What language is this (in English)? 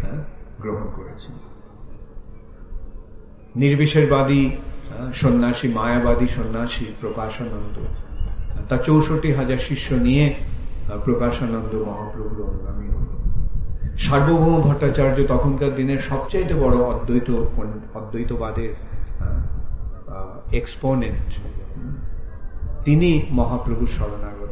Bangla